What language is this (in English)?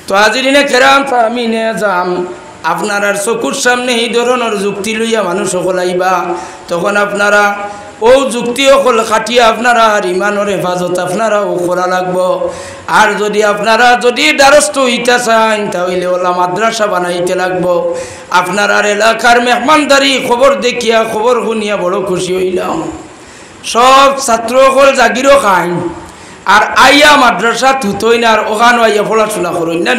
Sylheti